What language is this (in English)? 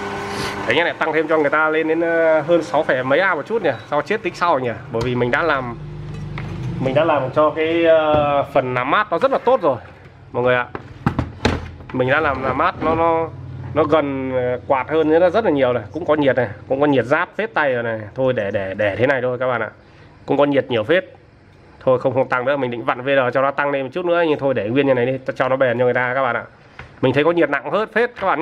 Vietnamese